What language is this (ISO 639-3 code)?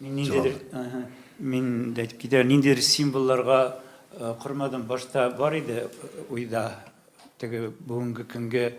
tat